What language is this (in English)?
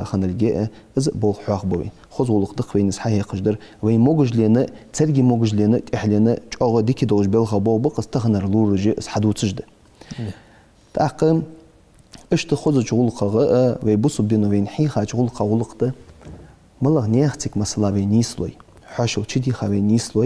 Ingush